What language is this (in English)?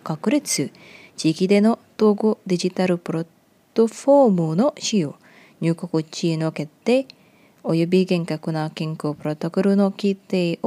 Japanese